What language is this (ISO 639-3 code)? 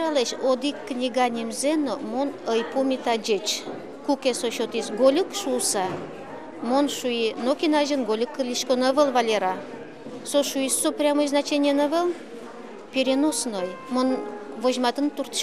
udm